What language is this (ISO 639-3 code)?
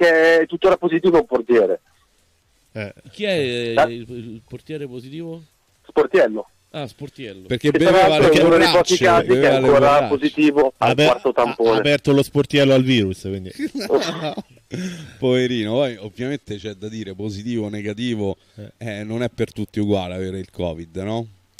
ita